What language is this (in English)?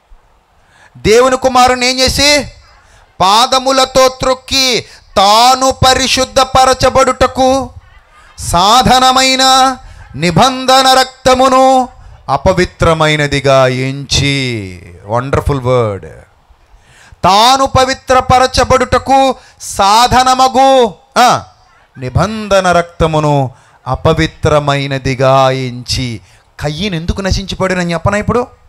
Telugu